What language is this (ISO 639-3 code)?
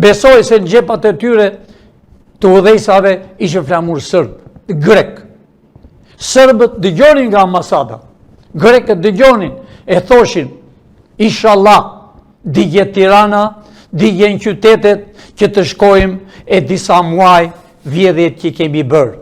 sqi